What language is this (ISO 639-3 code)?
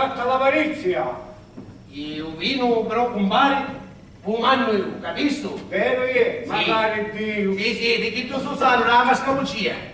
scn